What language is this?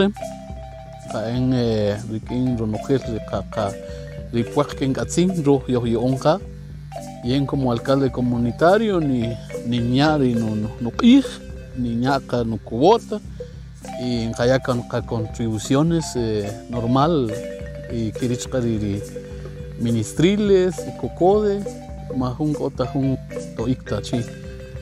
Kaqchikel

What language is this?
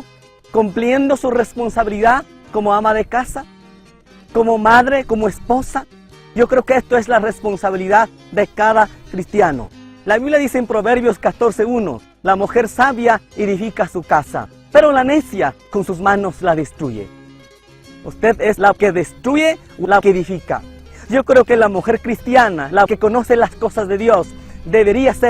Chimborazo Highland Quichua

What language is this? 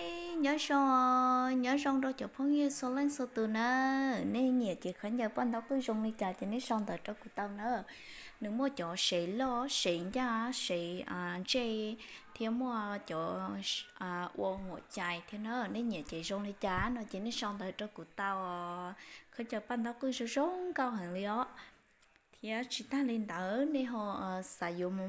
Hmong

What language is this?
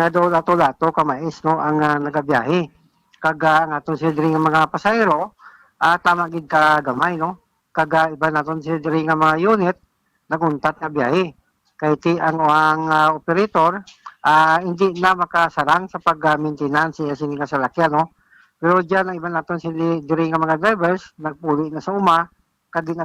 Hiligaynon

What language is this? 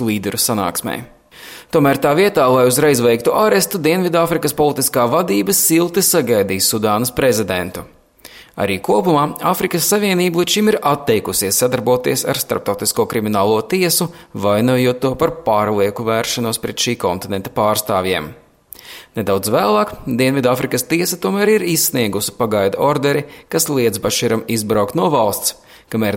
Latvian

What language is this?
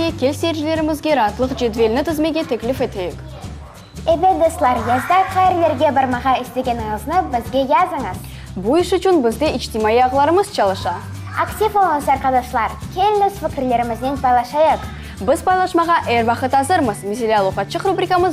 Crimean Tatar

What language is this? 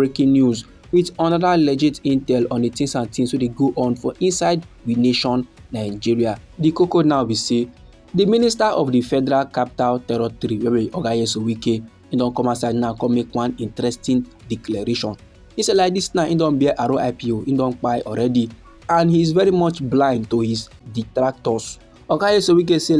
Nigerian Pidgin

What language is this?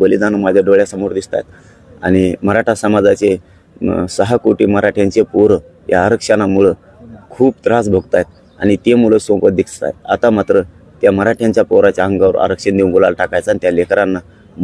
Marathi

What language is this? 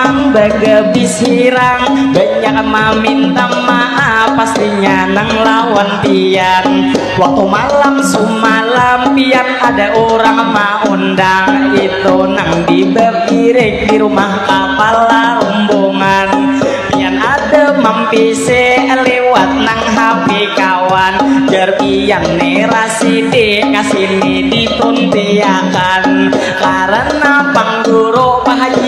Banjar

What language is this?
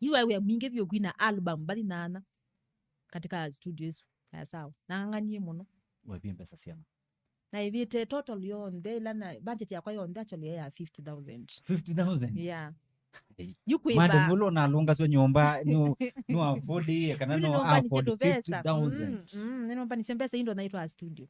Kamba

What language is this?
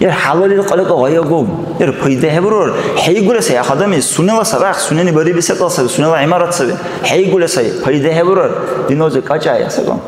Dargwa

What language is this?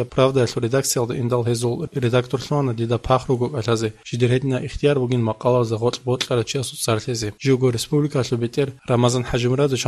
Avaric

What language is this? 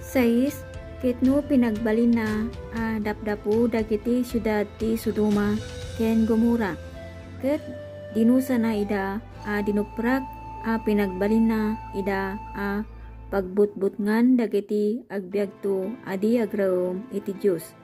Iloko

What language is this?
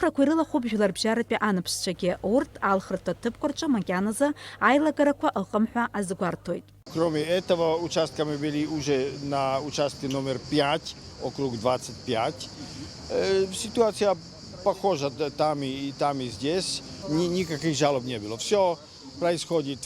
Abkhazian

